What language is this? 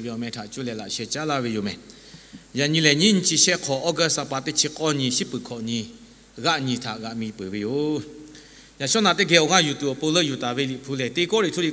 Lahu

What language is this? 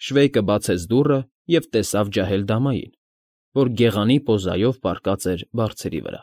Armenian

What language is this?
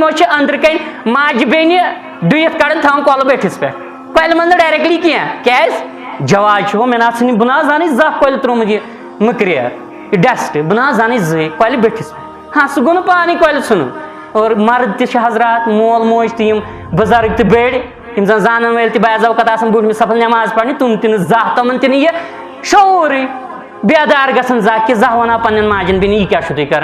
Kashmiri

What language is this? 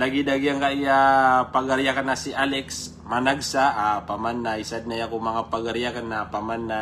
Maranao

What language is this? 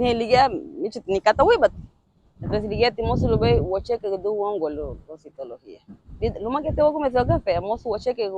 Garifuna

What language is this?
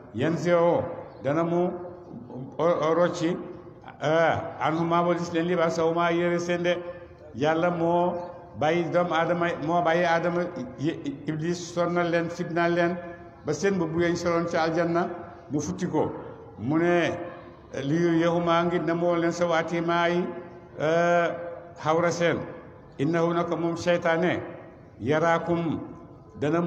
Wolof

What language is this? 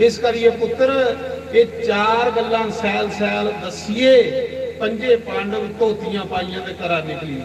Dogri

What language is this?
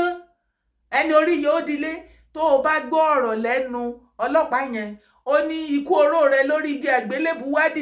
Yoruba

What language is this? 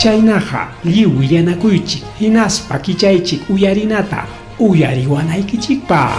Ayacucho Quechua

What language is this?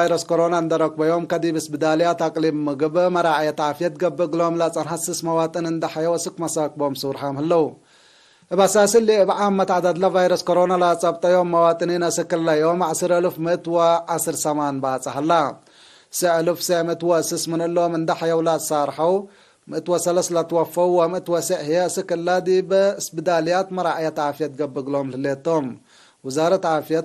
Tigre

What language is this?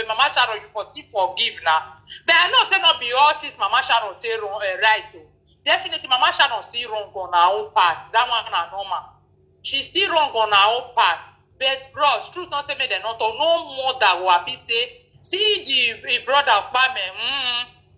Nigerian Pidgin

